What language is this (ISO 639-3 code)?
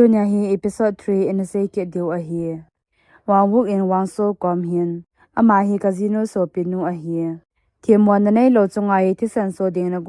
tcz